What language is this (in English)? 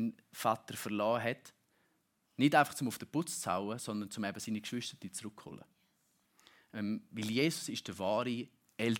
German